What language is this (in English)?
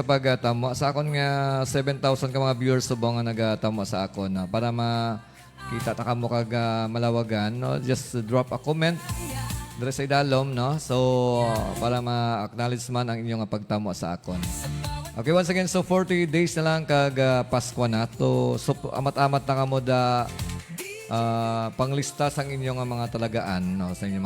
Hiligaynon